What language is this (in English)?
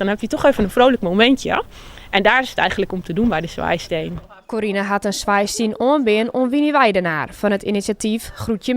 Western Frisian